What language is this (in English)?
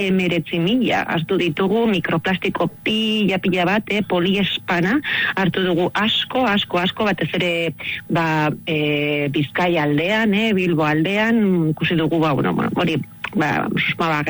Basque